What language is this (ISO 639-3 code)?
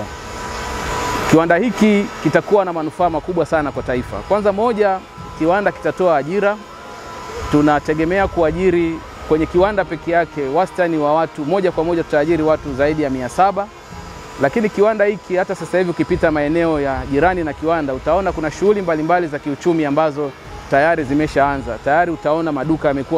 swa